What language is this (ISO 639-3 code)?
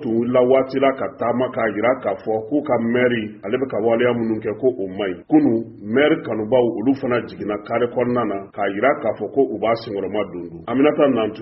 bam